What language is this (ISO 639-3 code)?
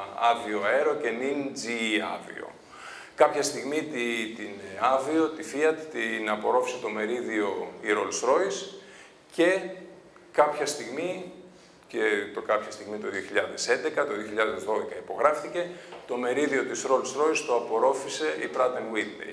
ell